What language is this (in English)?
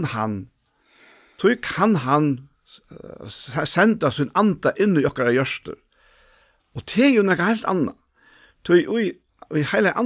Faroese